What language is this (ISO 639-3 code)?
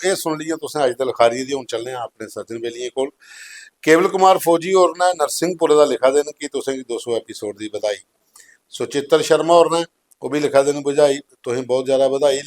doi